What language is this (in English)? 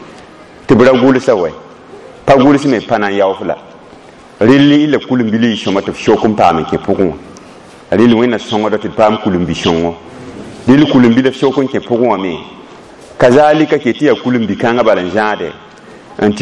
Mossi